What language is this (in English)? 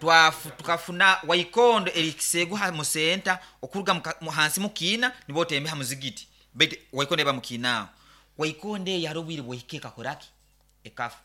Nyankole